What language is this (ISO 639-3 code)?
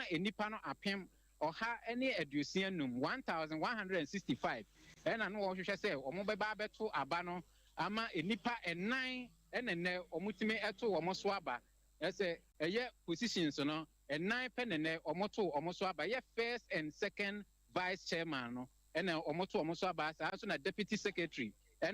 aka